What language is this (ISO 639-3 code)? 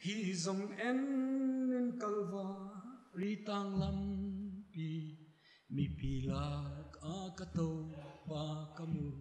pck